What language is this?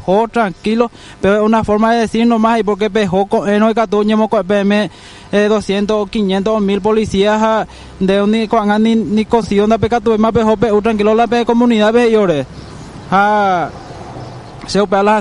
Guarani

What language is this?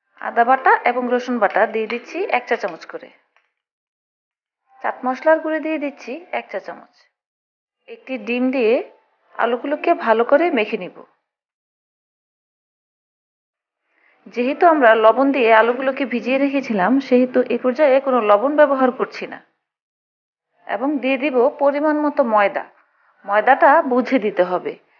Bangla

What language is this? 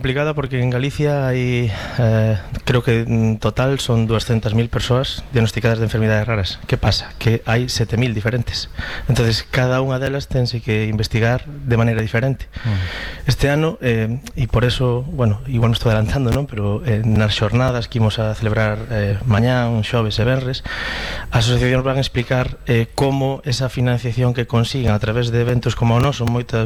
Galician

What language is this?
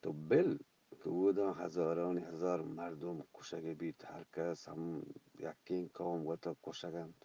Eastern Balochi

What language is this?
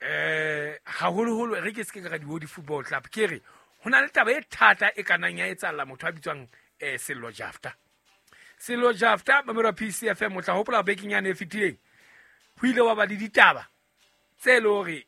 Southern Sotho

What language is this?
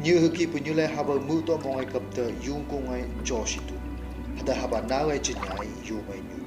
Phom Naga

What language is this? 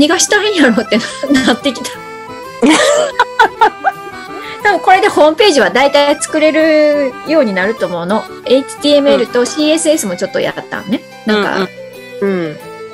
Japanese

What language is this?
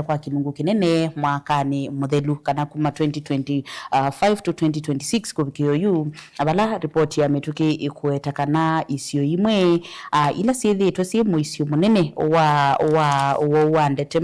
Kamba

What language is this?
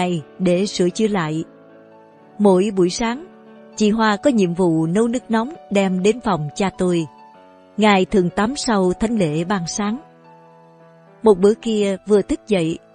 Vietnamese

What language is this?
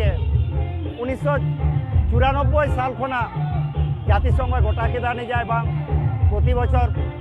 Santali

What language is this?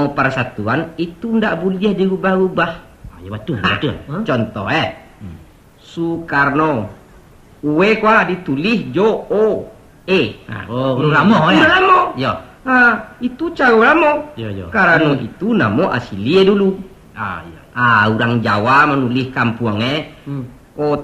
Minangkabau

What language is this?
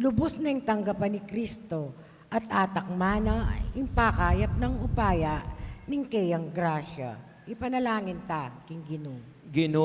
Pampanga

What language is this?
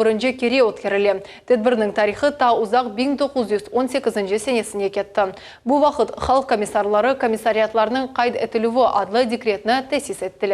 Crimean Tatar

